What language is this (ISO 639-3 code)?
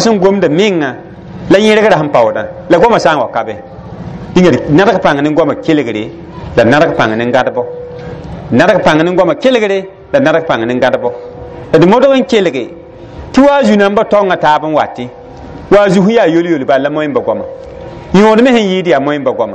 mos